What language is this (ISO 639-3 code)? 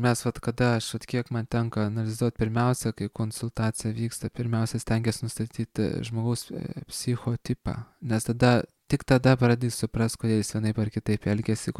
lit